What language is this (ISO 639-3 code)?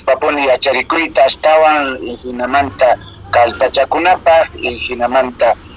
que